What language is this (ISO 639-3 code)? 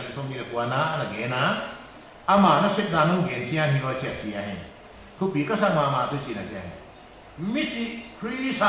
pck